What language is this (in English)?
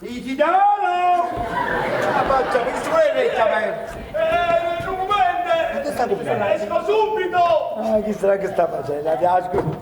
Neapolitan